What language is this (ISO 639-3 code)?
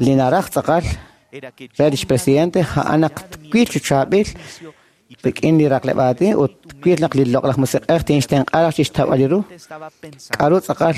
kek